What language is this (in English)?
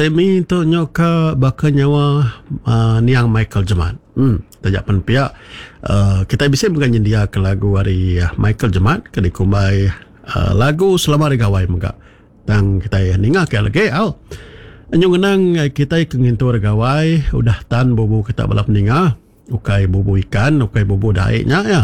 Iban